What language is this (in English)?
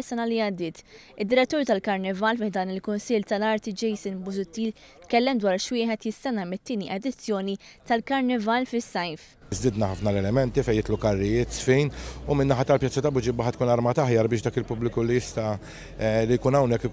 Maltese